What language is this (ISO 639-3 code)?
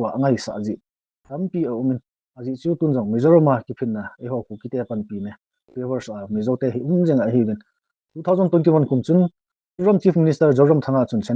tcz